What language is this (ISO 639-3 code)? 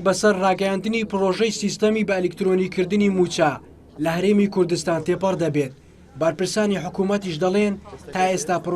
ckb